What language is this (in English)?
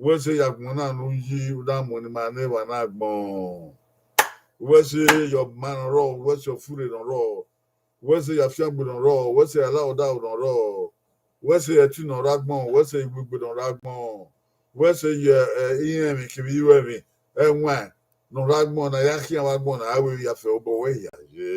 Bini